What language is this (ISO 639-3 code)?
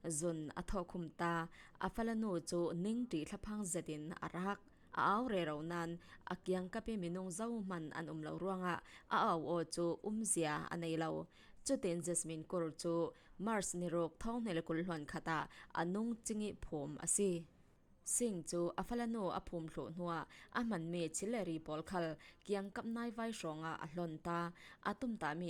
cfm